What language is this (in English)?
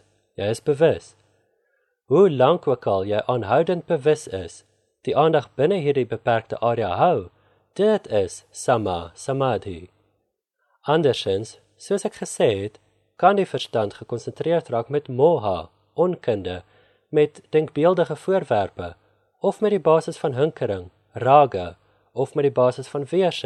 Afrikaans